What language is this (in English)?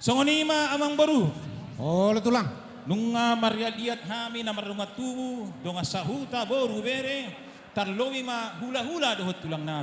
Batak Toba